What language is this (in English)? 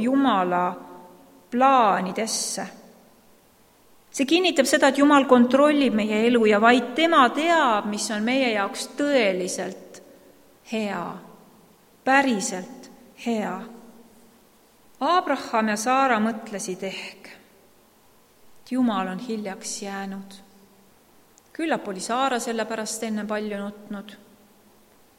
Estonian